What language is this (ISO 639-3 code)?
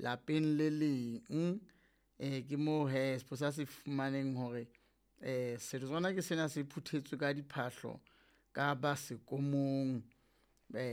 sot